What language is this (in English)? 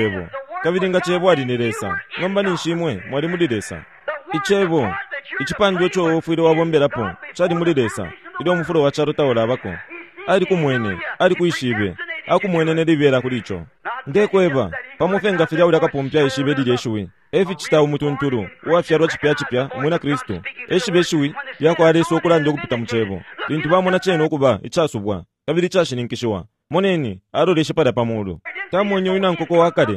Bemba